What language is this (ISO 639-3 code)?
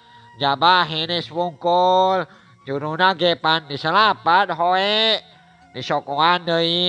sun